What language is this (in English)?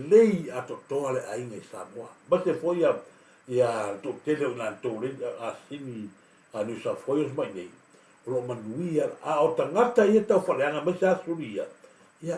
Samoan